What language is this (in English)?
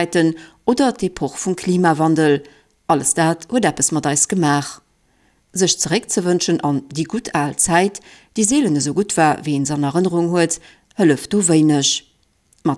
Luxembourgish